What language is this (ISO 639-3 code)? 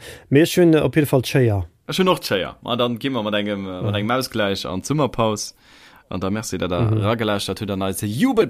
ltz